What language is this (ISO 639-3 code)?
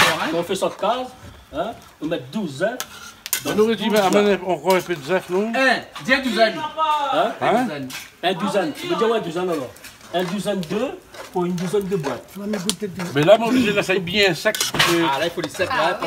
rcf